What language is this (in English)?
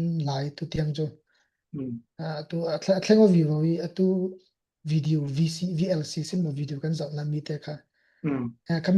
Falam Chin